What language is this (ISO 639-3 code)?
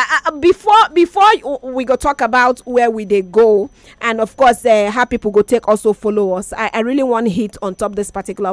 pcm